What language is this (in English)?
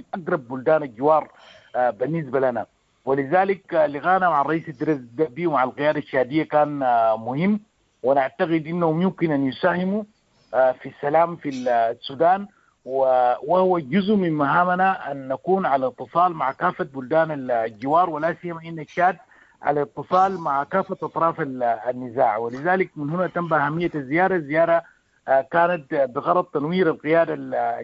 Sudanese Arabic